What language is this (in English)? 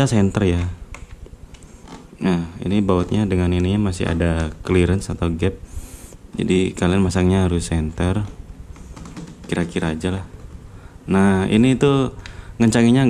Indonesian